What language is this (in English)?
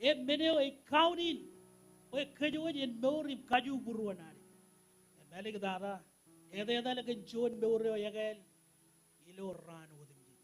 Marshallese